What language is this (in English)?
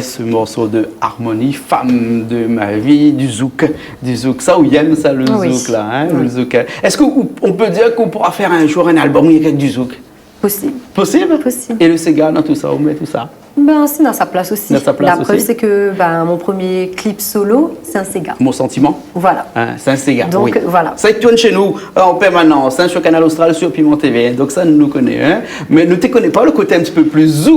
Réunion Creole French